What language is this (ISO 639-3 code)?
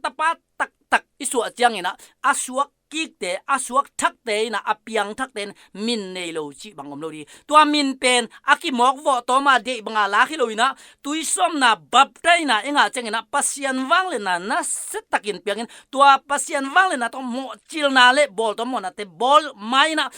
ctd